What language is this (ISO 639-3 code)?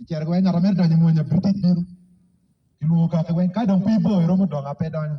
ach